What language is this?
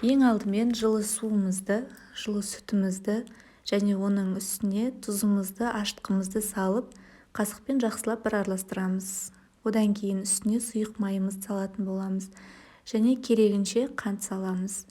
Kazakh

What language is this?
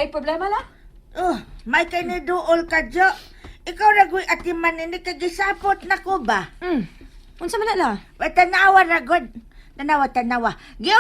Cebuano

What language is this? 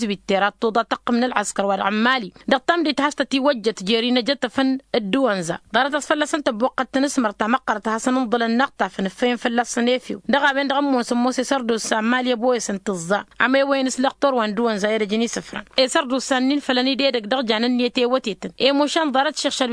Tamasheq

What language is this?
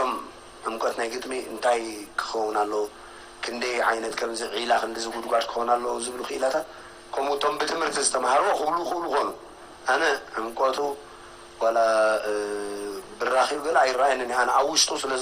Tigrinya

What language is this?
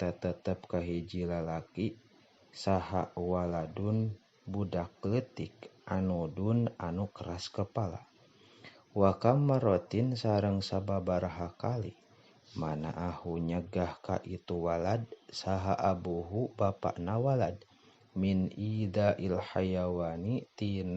Sundanese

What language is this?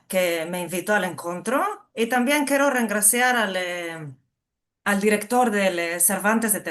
Ladino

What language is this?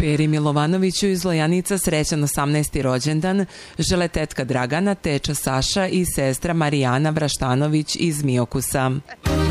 Serbian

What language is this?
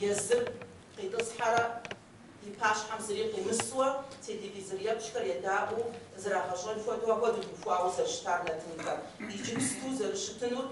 Kabardian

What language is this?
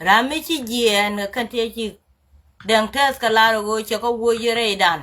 Nuer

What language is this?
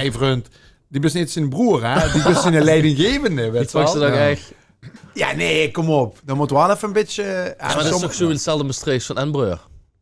Limburgish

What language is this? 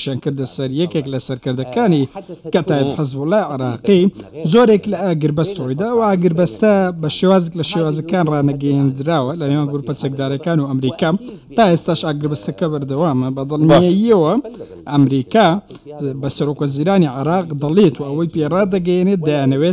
Central Kurdish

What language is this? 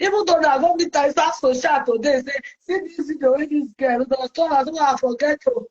Nigerian Pidgin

